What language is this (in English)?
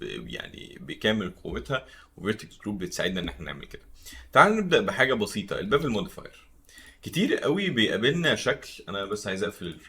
Egyptian Arabic